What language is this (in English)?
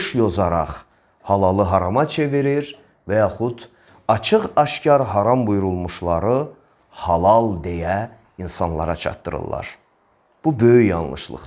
Azerbaijani